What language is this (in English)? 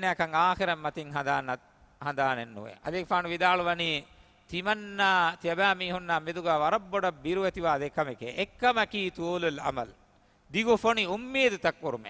Divehi